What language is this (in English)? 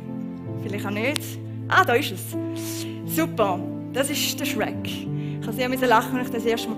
Swiss German